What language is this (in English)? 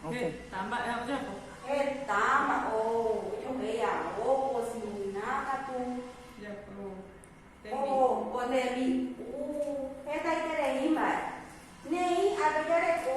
Guarani